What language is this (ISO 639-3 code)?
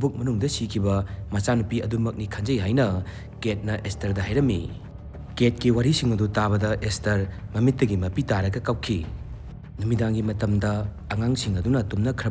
mni